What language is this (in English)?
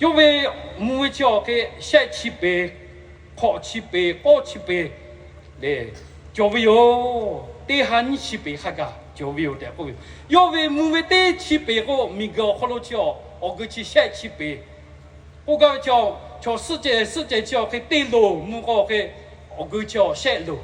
Lahu